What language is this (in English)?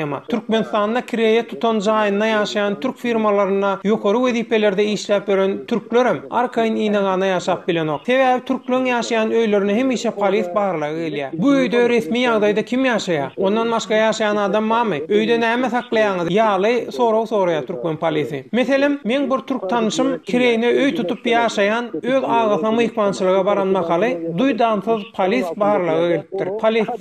Turkmen